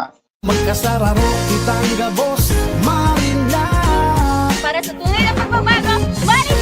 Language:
Bikol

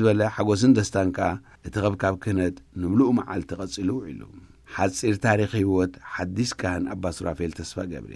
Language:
Tigrinya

